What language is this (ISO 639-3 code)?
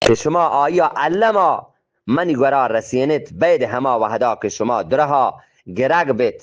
bgp